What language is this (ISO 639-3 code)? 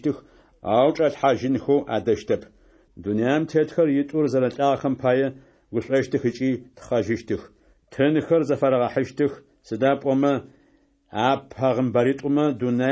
ady